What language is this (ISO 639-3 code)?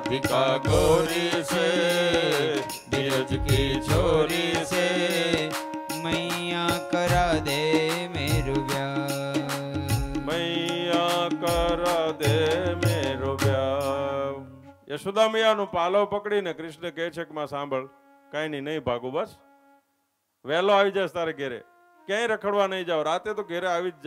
guj